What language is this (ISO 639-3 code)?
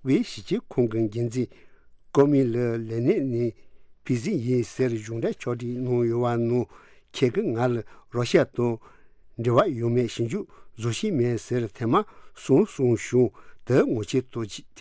bod